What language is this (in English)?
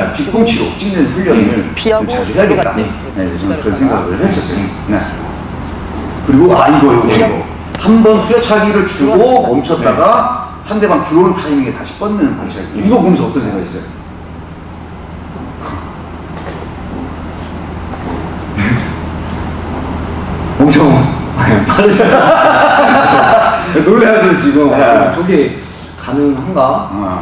Korean